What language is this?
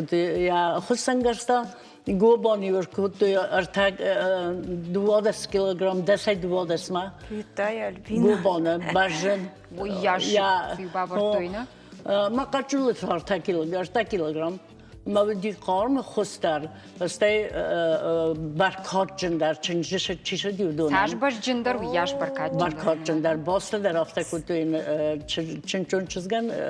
Ossetic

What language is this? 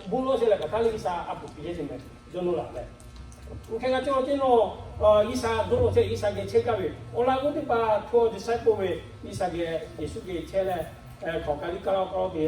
Lahu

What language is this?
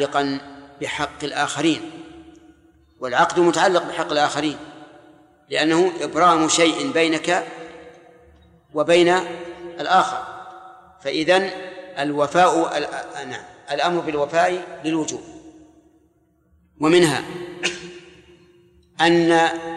Arabic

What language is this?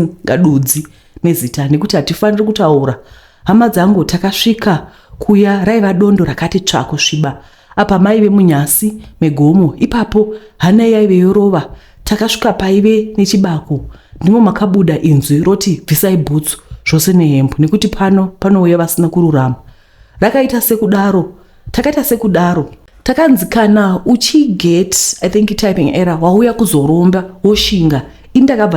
Shona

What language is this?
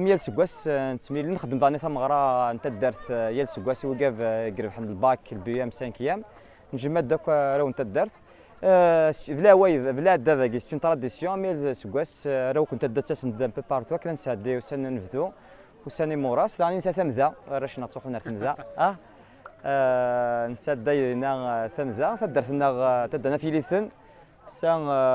Kabyle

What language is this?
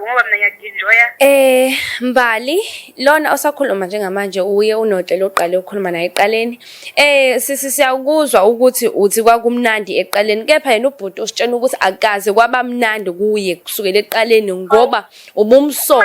Zulu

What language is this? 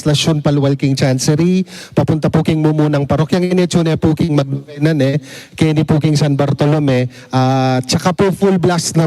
Pampanga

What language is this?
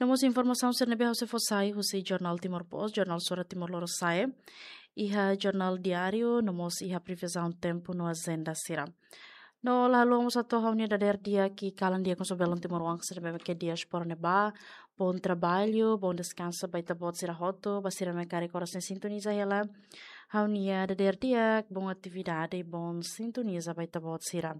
Tetum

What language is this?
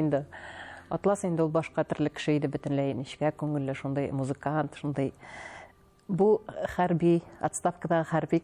Tatar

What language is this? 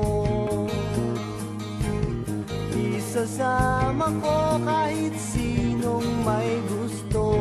Filipino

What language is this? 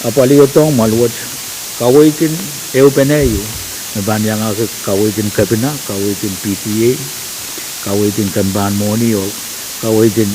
Pohnpeian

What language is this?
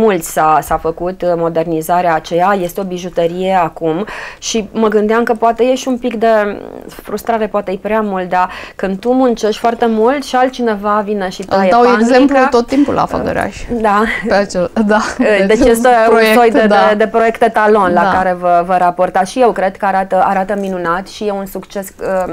Romanian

